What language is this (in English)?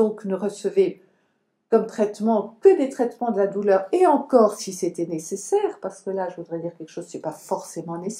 French